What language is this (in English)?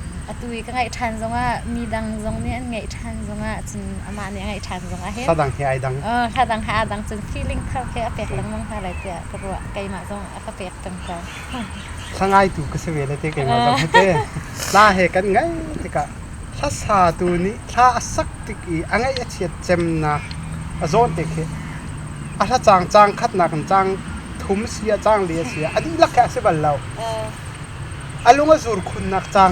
Hakha Chin